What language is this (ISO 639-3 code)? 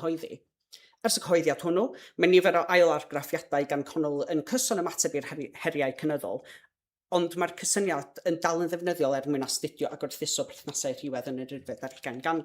cym